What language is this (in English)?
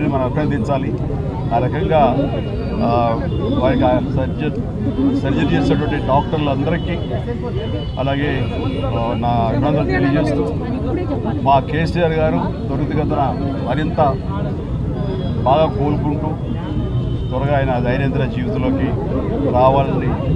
Telugu